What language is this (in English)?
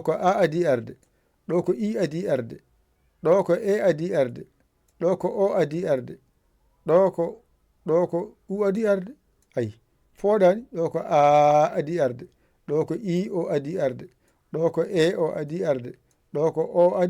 Fula